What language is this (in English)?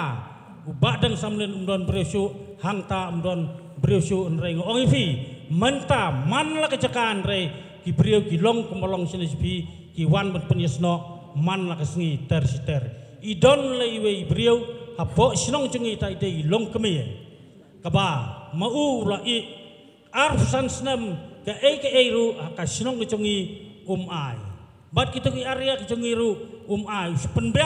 Khasi